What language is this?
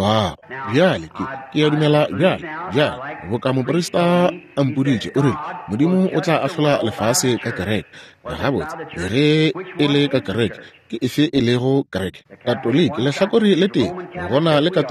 Northern Sotho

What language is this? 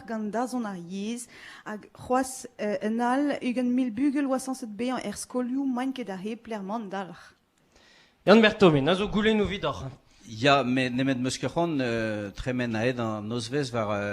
Breton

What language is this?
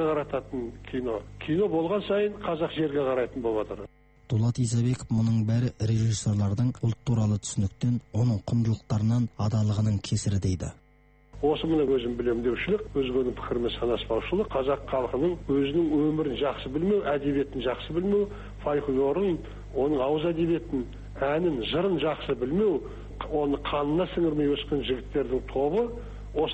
Kazakh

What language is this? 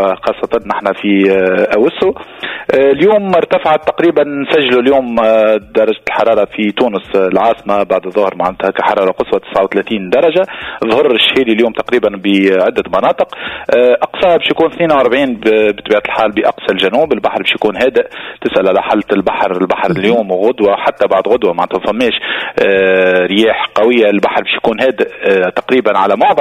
Tunisian Arabic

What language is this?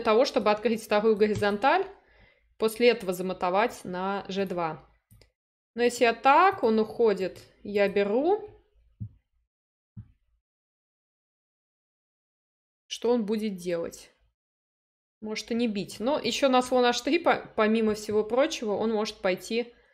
Russian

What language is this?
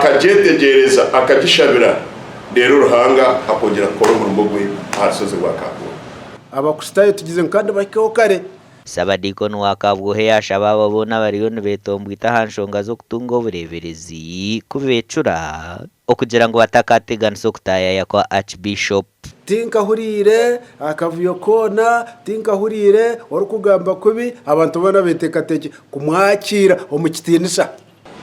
Nyankole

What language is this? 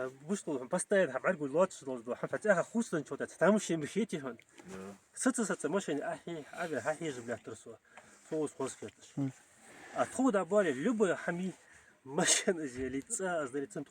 Ingush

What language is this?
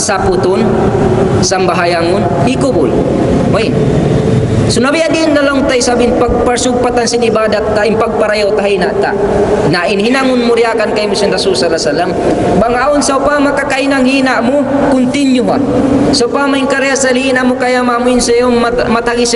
Tausug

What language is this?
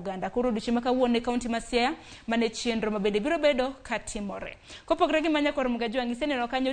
Luo (Kenya and Tanzania)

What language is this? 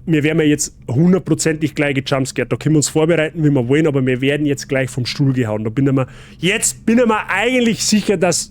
Bavarian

